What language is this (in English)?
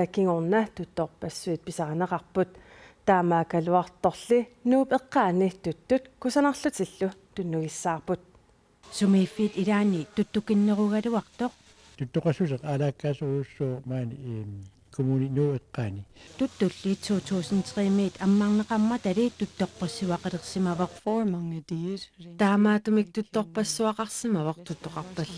Kalaallisut